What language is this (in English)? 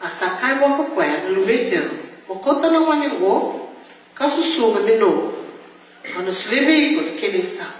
Fijian